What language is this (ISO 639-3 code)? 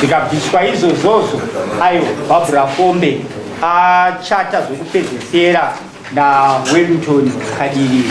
sna